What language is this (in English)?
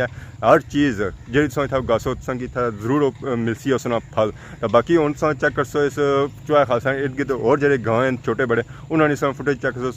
Pahari-Potwari